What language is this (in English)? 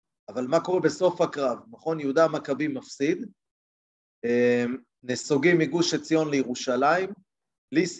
Hebrew